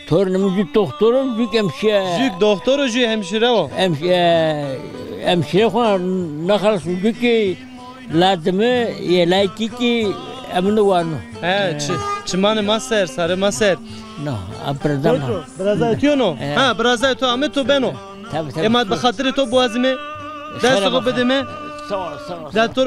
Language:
Zaza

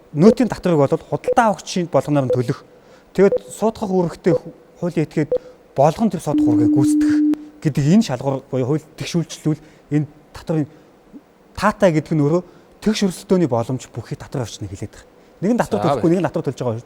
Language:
Mongolian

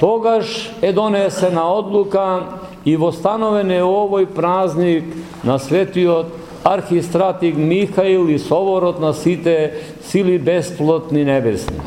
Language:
Macedonian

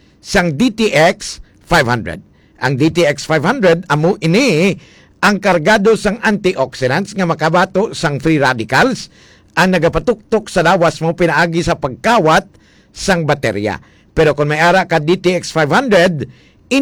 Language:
Hiligaynon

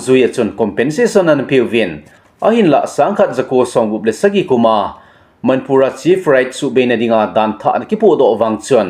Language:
Thado Chin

